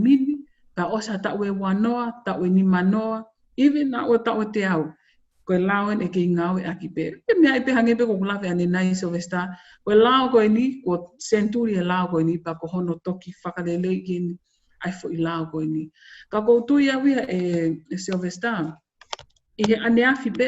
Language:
Tongan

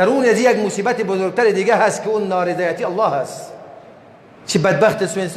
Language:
Persian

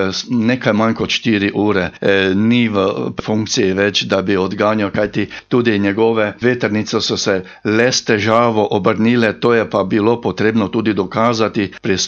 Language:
Slovenian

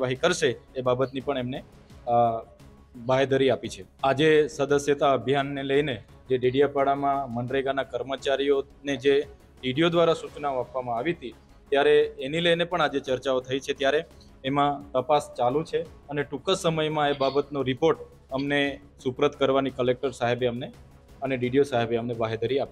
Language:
Gujarati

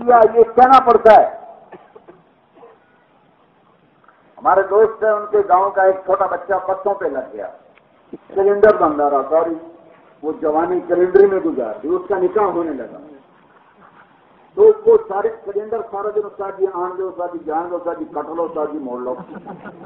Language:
Urdu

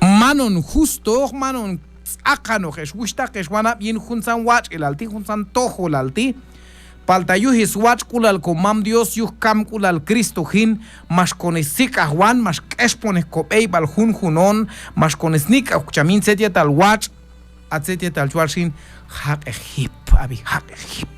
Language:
Q'anjob'al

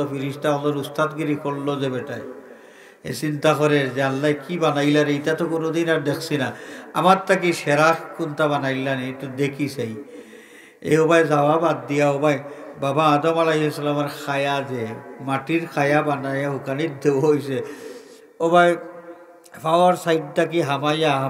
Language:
Sylheti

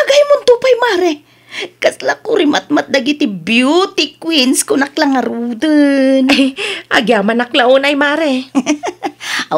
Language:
Iloko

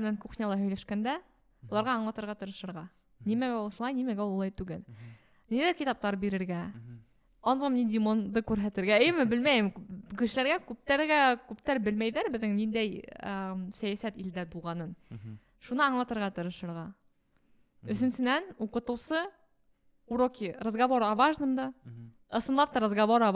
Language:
Bashkir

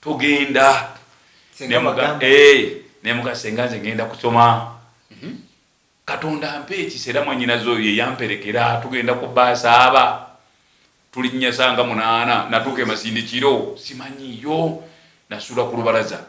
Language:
Ganda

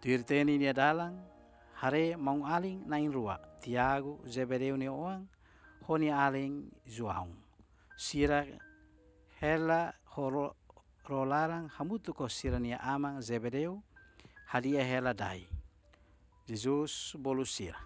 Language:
Tetum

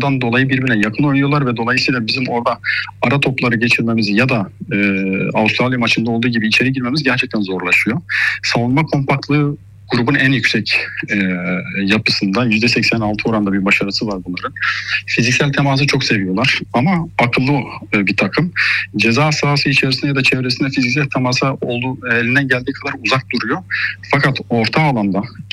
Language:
Turkish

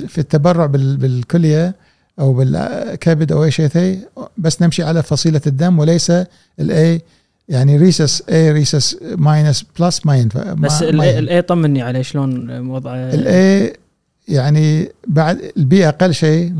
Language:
Gulf Arabic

